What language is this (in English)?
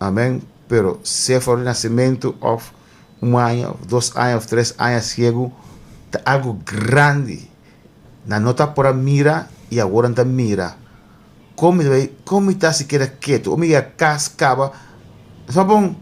Papiamento